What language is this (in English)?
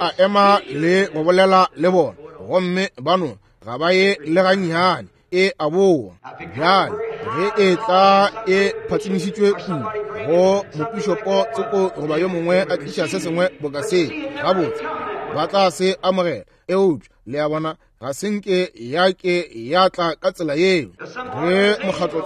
Northern Sotho